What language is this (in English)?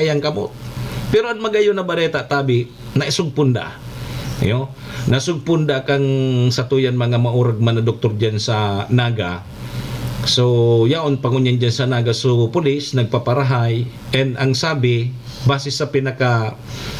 Bikol